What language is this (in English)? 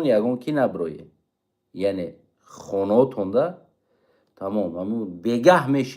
Tajik